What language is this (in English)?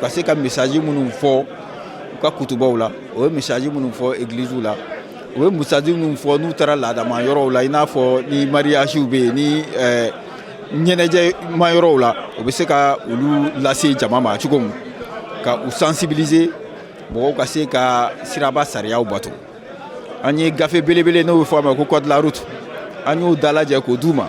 Bambara